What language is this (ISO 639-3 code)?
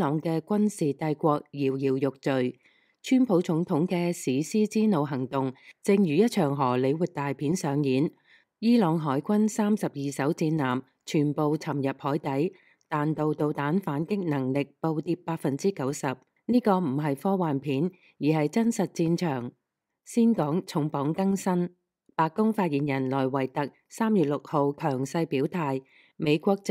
yue